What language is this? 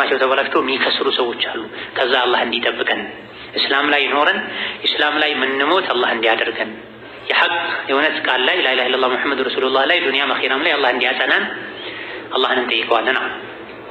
Amharic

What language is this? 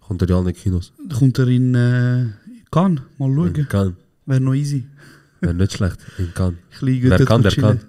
Swiss German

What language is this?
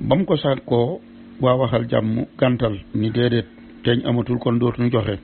Wolof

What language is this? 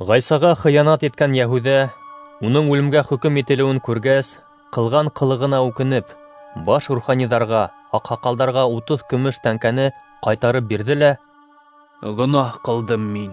Bashkir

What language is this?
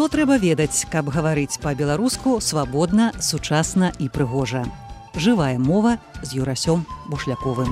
Belarusian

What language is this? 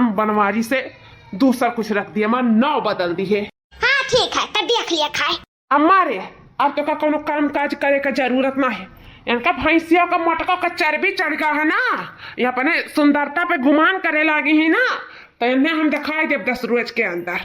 Awadhi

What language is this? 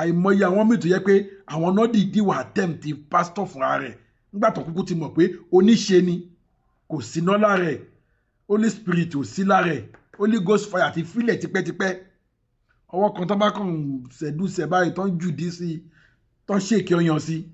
Yoruba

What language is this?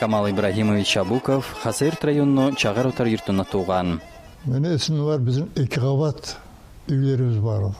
Kumyk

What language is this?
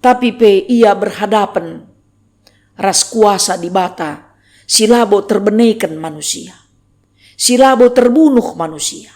Batak Karo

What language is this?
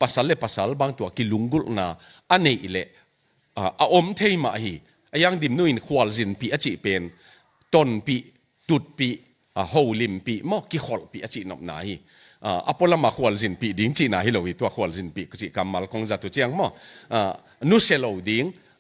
Tedim Chin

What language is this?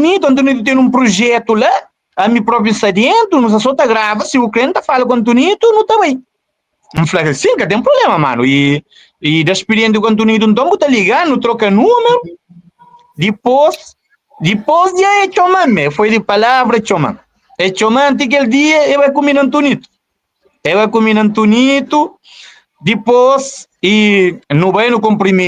Kabuverdianu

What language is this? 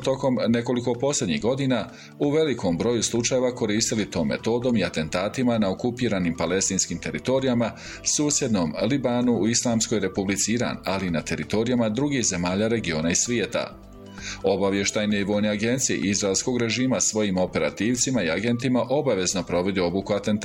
Bosnian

